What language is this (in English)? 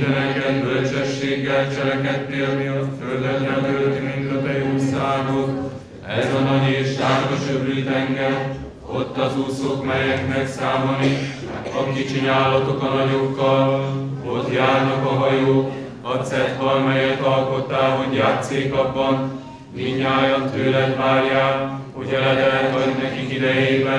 Hungarian